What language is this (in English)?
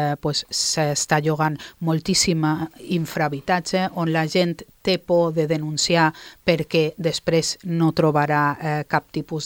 Catalan